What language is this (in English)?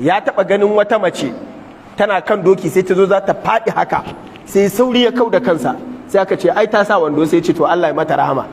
Hausa